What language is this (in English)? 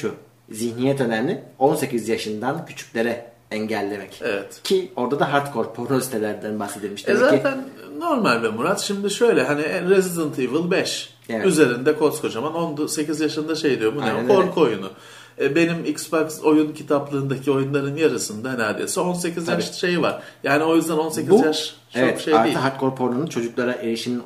Turkish